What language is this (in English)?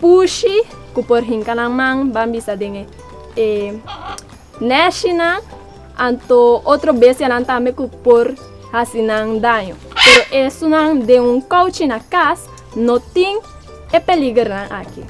Papiamento